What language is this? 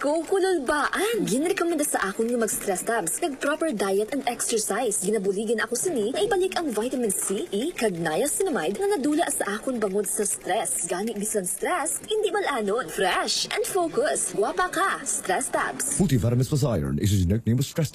Hiligaynon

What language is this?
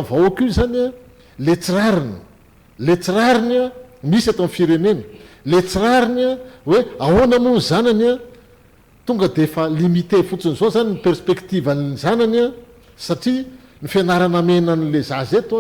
Malagasy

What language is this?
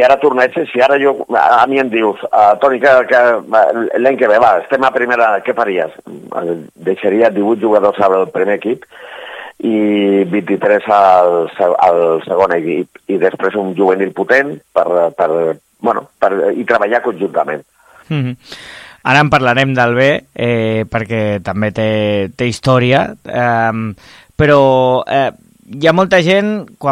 Catalan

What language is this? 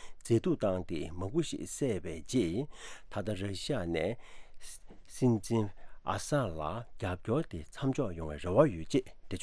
Tibetan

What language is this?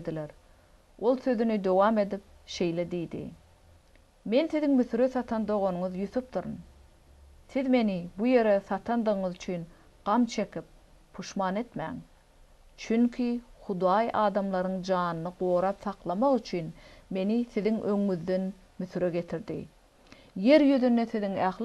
Turkmen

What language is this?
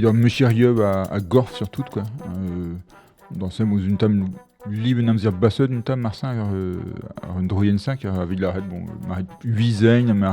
Breton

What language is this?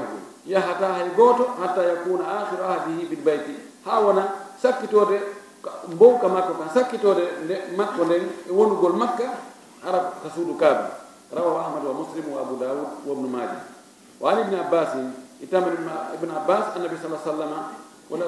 Fula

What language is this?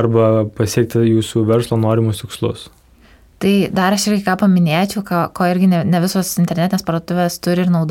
Lithuanian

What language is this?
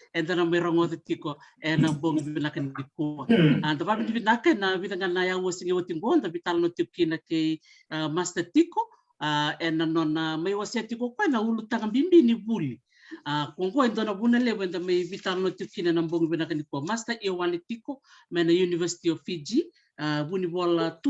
Fijian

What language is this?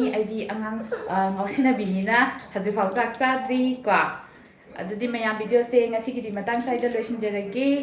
Manipuri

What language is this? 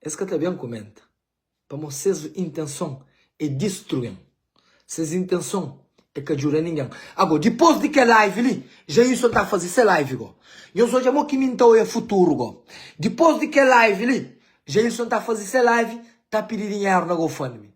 Kabuverdianu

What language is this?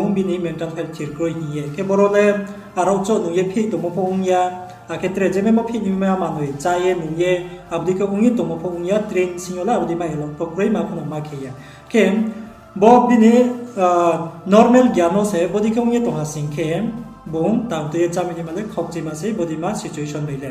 Riang (India)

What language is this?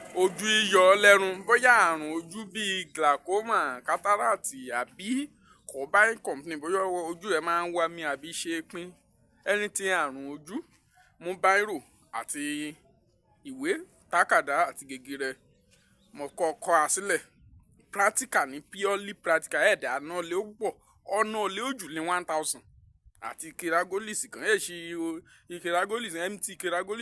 Yoruba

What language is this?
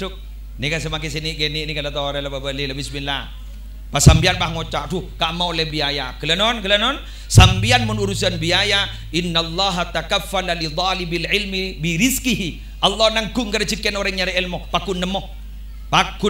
Madurese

